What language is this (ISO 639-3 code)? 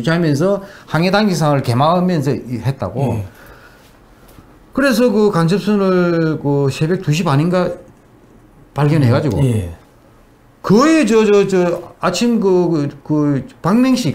kor